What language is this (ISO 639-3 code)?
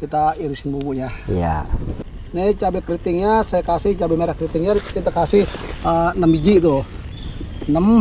bew